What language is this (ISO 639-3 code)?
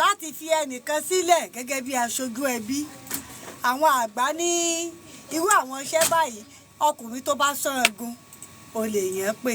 yor